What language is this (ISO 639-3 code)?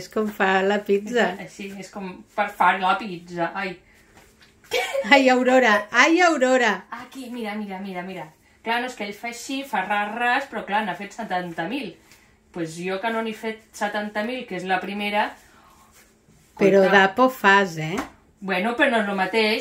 cat